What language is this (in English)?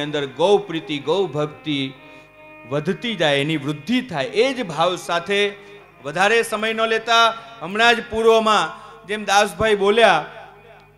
Gujarati